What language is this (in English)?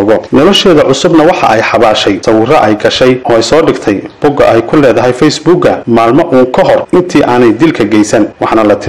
Somali